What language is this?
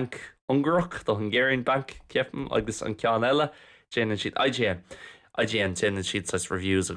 Irish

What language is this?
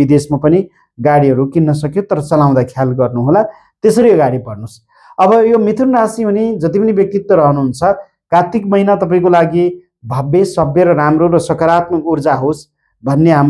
Nepali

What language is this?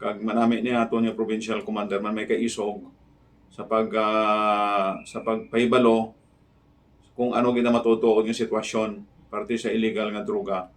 Hiligaynon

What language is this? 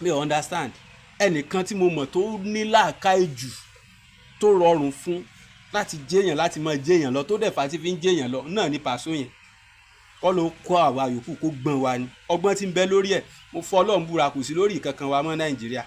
Yoruba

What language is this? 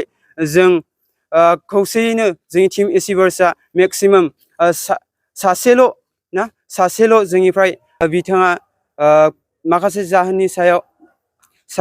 Bodo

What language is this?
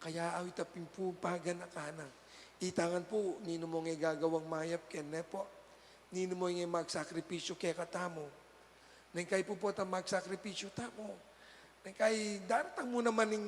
Pampanga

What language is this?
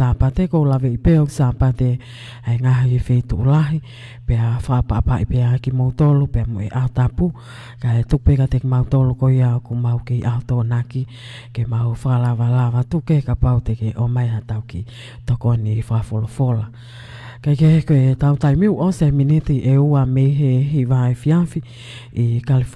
Tongan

